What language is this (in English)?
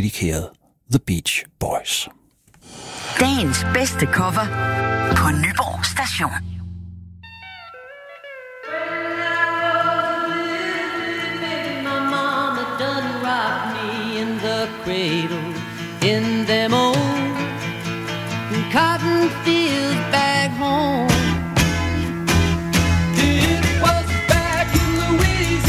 Danish